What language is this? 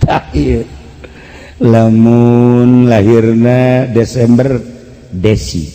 Sundanese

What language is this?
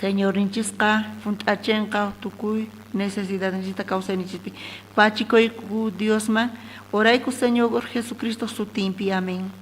South Bolivian Quechua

